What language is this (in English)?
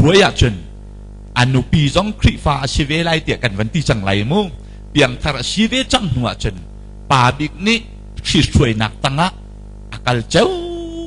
Hakha Chin